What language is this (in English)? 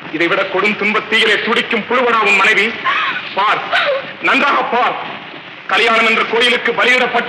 Tamil